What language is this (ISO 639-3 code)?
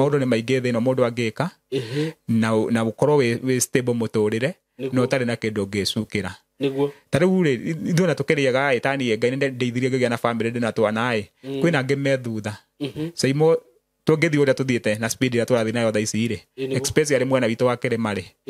kik